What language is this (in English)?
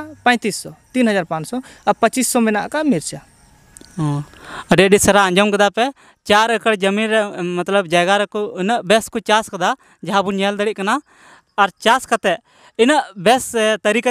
Santali